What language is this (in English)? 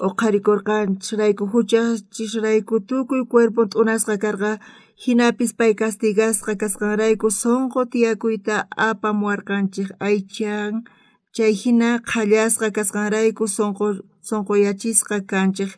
South Bolivian Quechua